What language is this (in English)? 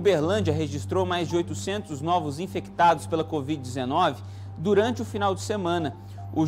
Portuguese